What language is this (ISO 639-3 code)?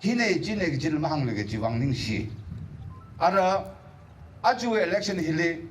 nmf